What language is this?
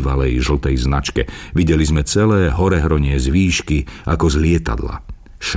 Slovak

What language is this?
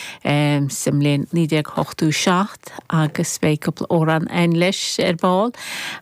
Irish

